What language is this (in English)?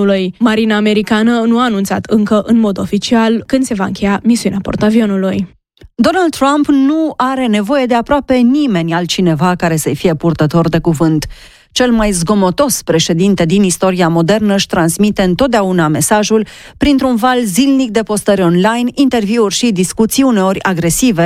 Romanian